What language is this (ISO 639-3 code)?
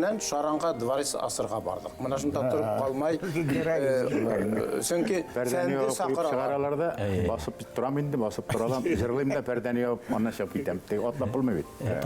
bak